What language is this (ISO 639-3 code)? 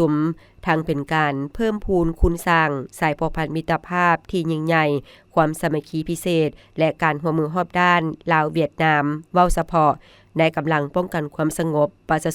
lao